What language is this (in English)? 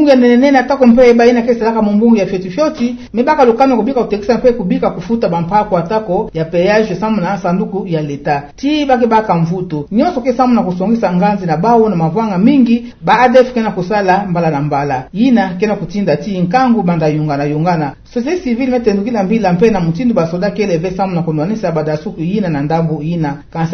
Kituba (Democratic Republic of Congo)